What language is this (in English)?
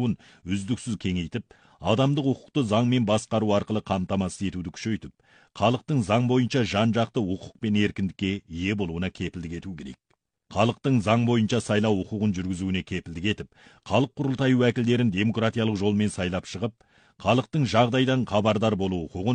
Kazakh